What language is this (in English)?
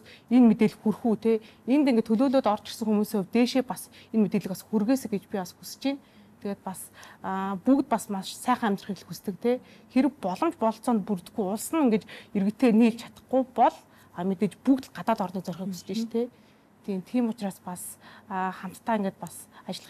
Mongolian